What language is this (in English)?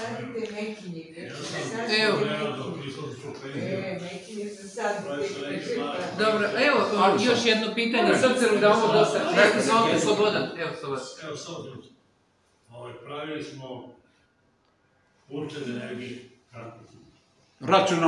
Serbian